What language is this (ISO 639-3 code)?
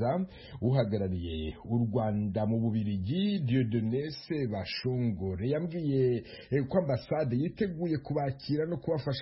kin